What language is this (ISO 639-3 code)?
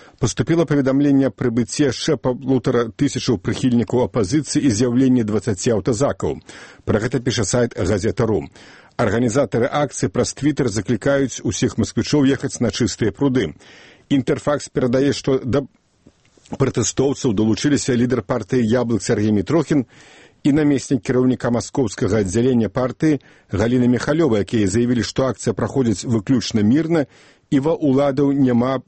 bel